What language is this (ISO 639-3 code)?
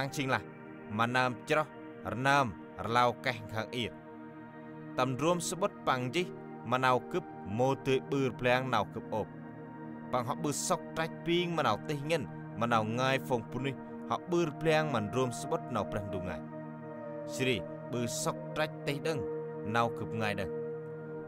cmo